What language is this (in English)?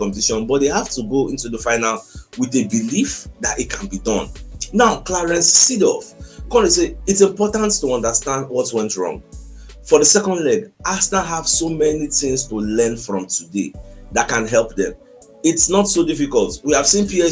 Nigerian Pidgin